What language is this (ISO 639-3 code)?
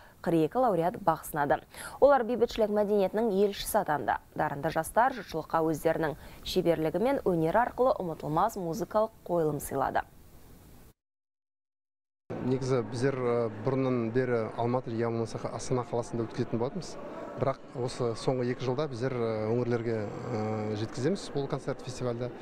kaz